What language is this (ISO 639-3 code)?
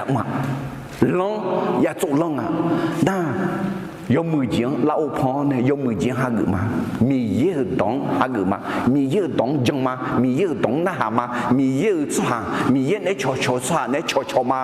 ahk